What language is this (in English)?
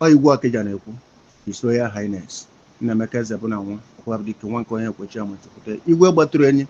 Igbo